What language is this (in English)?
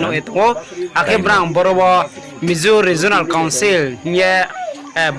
Riang (India)